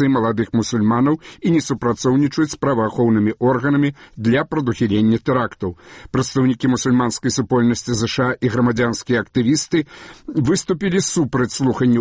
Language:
Belarusian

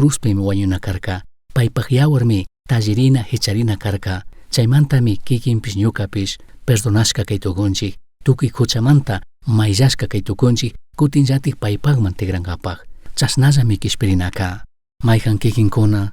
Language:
Chimborazo Highland Quichua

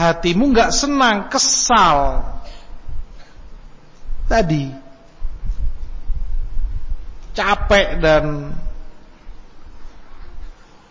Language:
Indonesian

